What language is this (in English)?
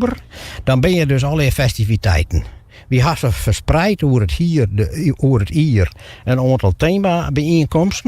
Western Frisian